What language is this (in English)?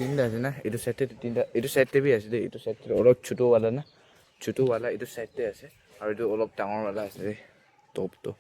Naga Pidgin